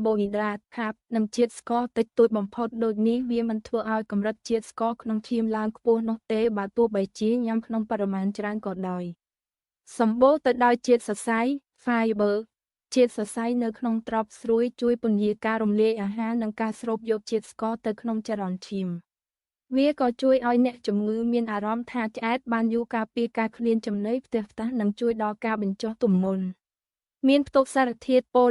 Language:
Khmer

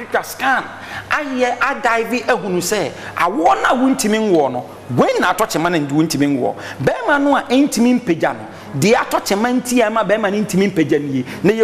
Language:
Akan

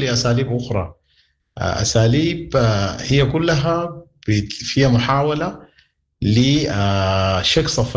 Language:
Sudanese Arabic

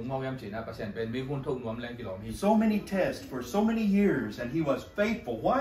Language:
Tedim Chin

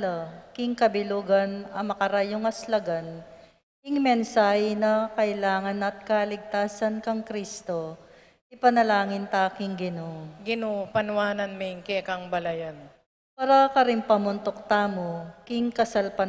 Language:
Pampanga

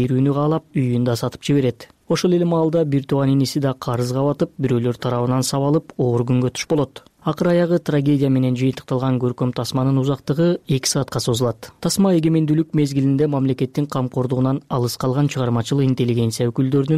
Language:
Kyrgyz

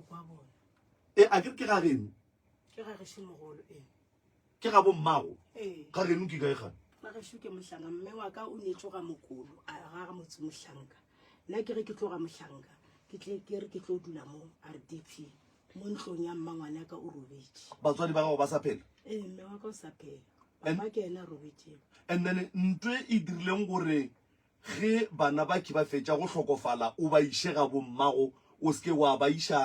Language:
Northern Sotho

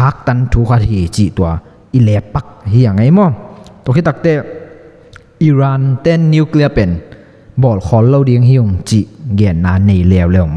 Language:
Tedim Chin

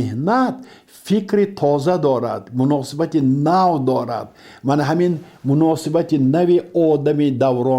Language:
Tajik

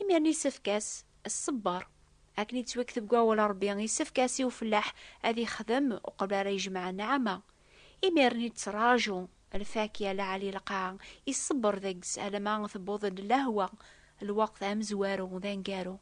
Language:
Kabyle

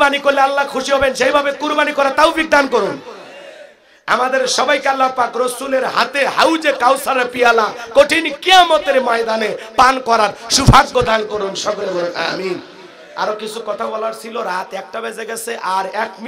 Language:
Bangla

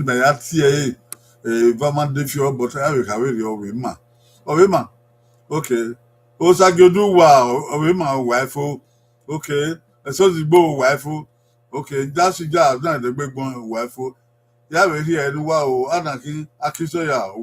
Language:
Bini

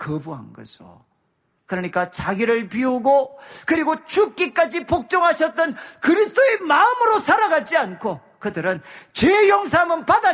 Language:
Korean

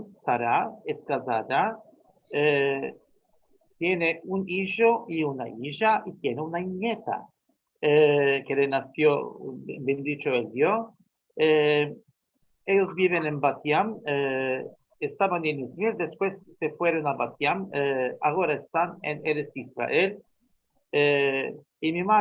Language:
Ladino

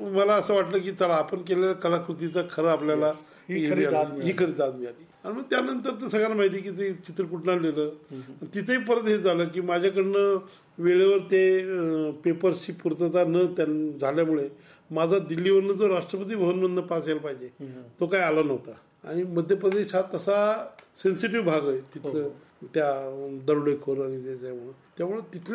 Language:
Marathi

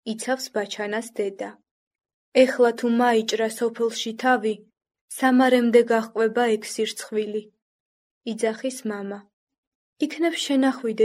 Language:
Georgian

